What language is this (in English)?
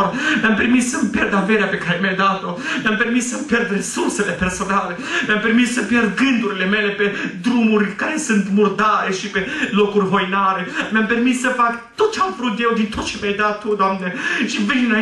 Romanian